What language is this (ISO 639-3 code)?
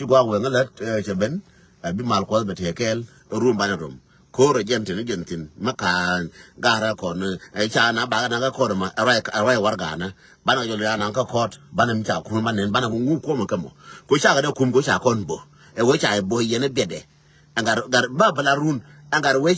nus